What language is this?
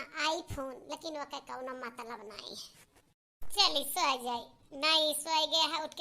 Awadhi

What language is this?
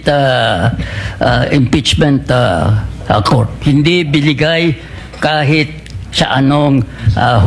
Filipino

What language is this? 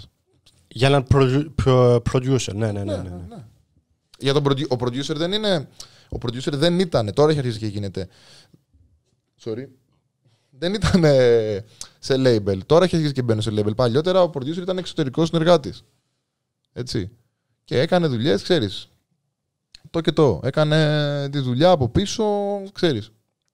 Greek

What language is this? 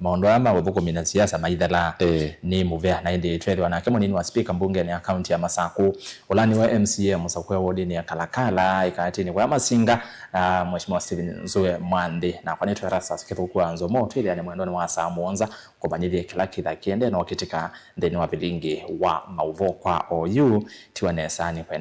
Kamba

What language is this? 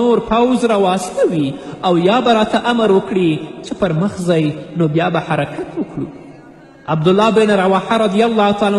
Pashto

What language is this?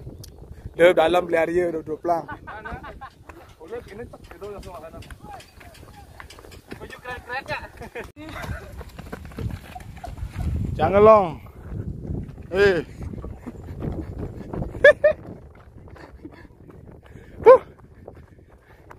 Indonesian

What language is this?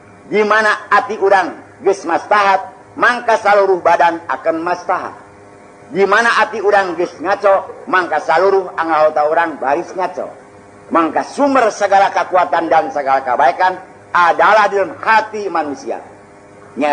Sundanese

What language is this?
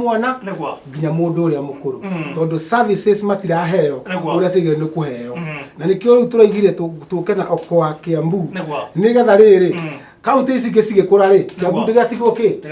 Kikuyu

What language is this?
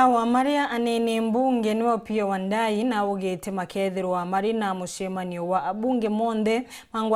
Meru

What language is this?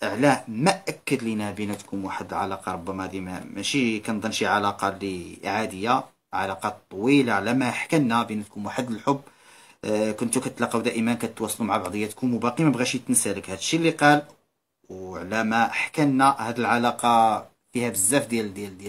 Moroccan Arabic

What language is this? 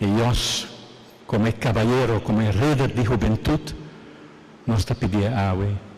Papiamento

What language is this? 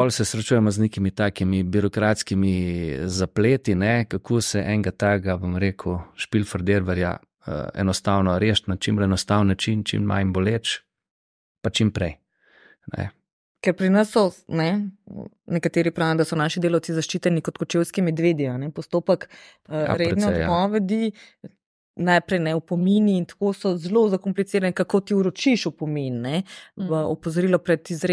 Slovenian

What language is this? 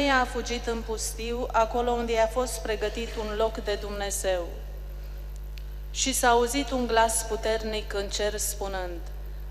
Romanian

